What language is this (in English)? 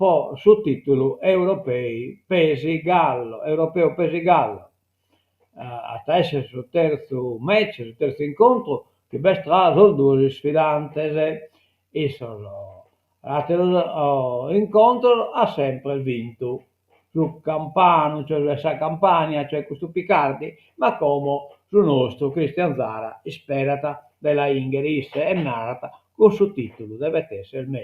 Sardinian